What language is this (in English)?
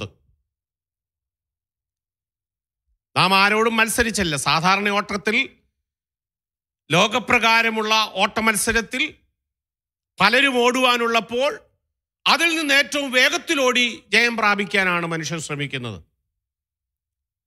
Malayalam